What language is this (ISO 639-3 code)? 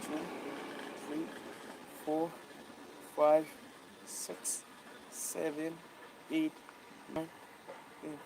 mni